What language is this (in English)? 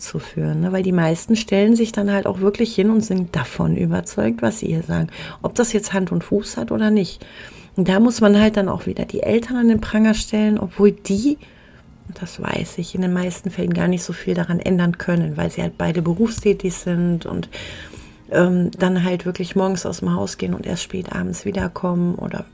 German